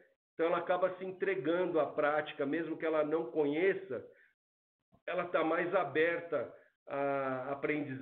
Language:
Portuguese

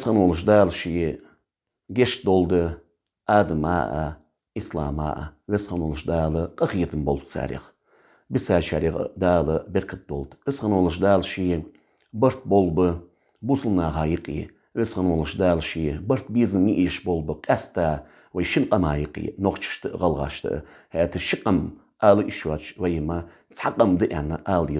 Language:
Ingush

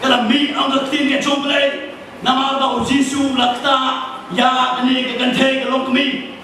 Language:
Khasi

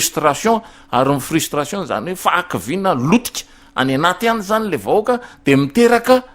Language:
Malagasy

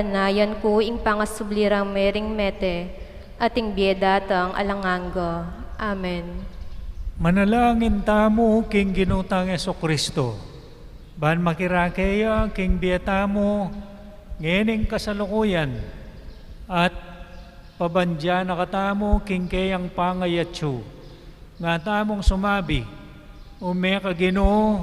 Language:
Pampanga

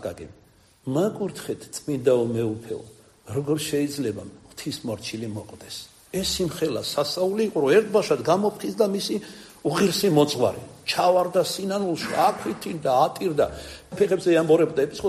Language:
Georgian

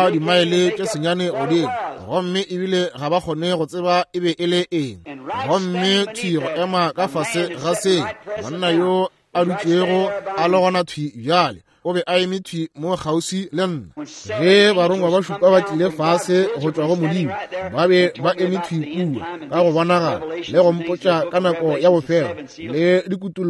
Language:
Northern Sotho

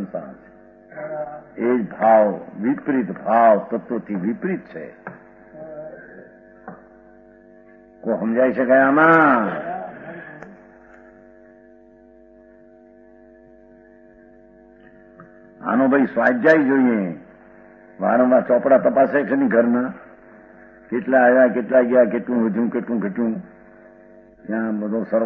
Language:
Gujarati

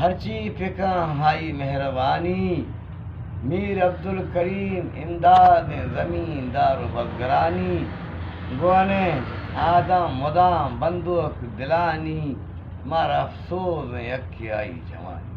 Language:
Eastern Balochi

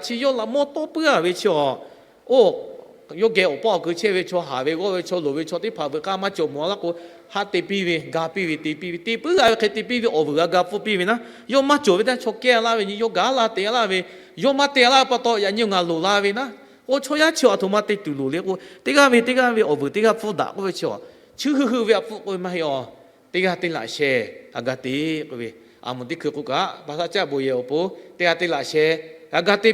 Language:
Lahu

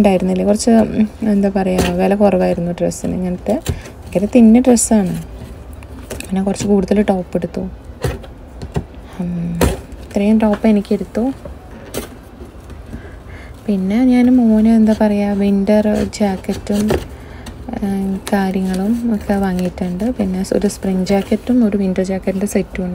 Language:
Malayalam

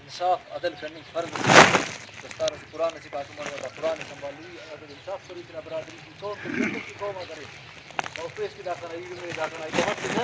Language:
Brahui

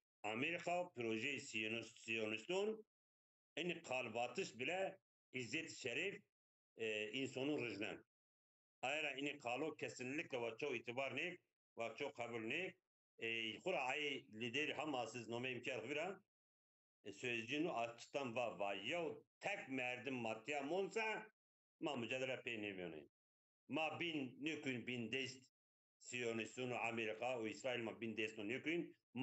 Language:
Zaza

